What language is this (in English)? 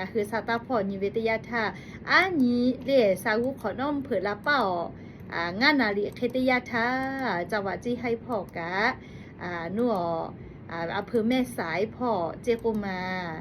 Lahu